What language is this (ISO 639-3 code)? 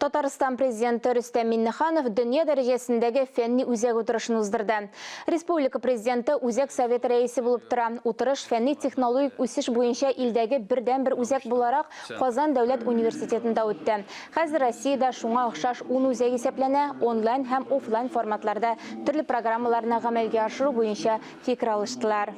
tat